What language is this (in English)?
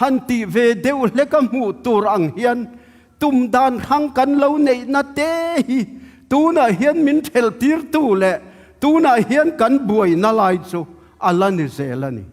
Tedim Chin